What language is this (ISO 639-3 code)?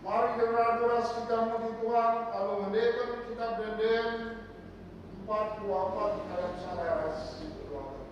btx